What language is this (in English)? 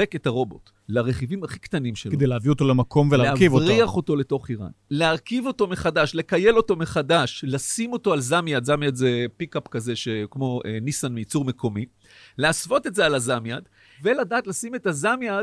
Hebrew